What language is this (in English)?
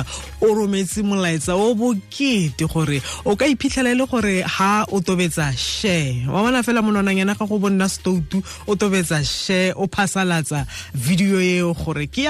Tswana